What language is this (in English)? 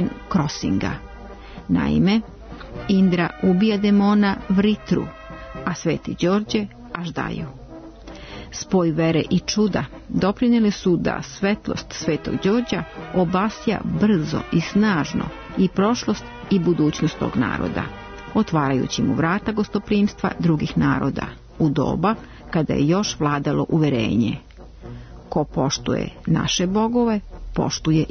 Serbian